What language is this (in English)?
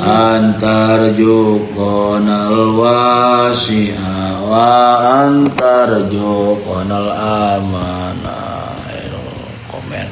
Sundanese